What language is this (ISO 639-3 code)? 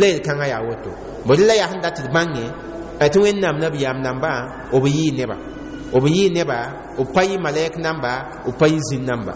mos